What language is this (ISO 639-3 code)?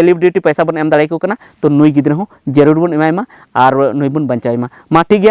sat